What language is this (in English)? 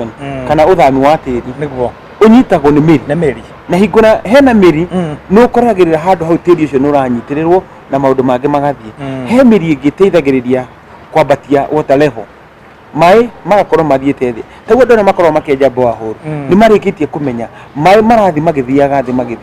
Kikuyu